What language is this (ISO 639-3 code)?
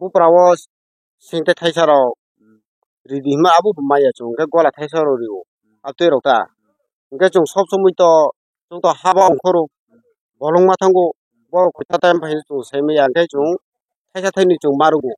trp